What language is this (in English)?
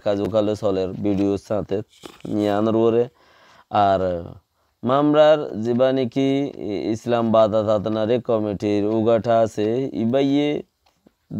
Rohingya